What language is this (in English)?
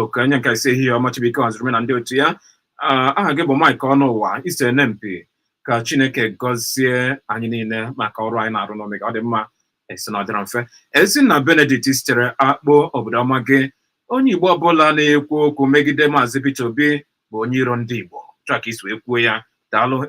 Igbo